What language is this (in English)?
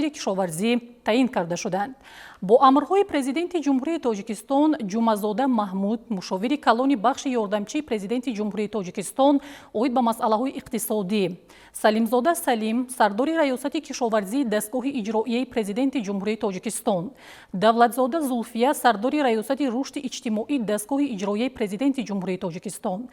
Tajik